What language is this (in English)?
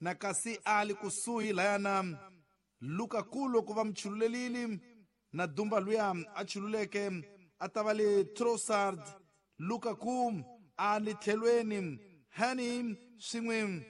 Tsonga